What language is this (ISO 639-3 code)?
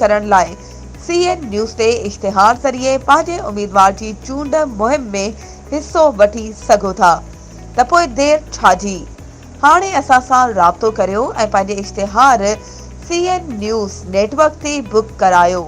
snd